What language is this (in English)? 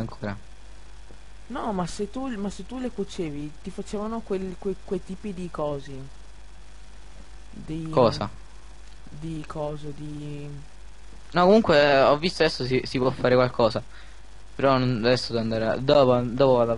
Italian